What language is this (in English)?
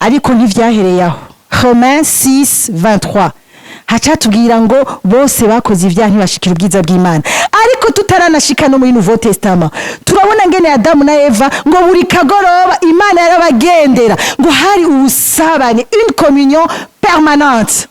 Rundi